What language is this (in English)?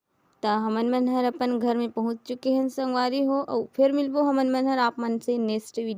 Chhattisgarhi